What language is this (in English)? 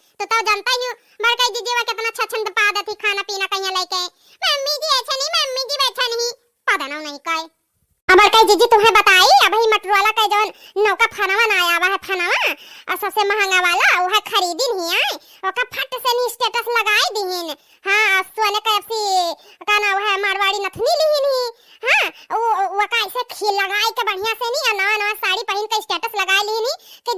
Awadhi